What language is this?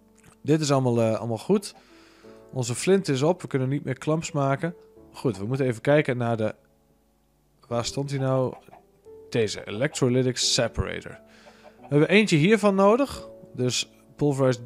Dutch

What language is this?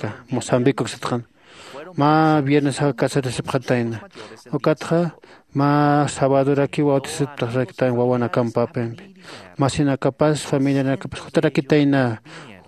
Aymara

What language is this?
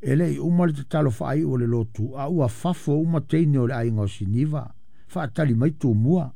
Samoan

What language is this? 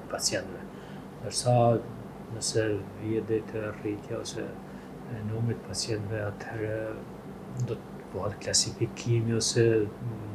Albanian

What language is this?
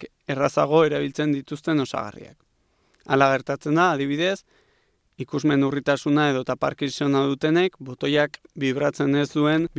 Basque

